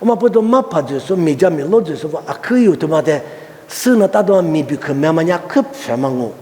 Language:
Lisu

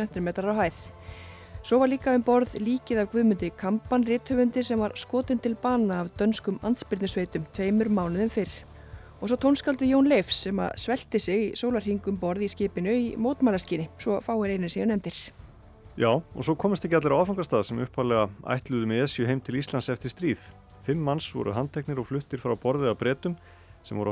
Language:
Icelandic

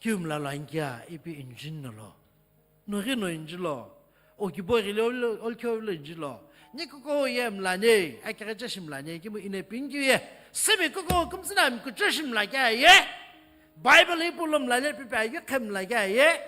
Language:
Sumi Naga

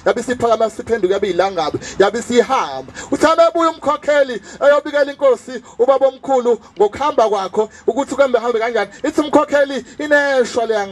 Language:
Zulu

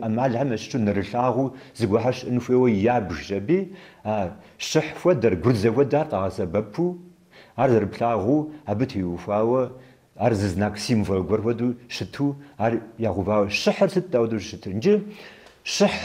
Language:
Kabardian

